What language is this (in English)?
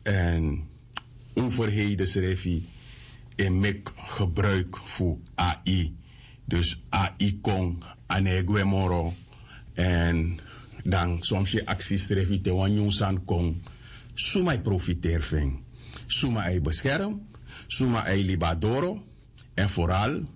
Sranan Tongo